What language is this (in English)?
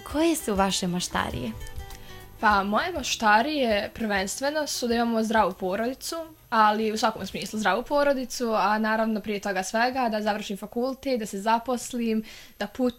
Bosnian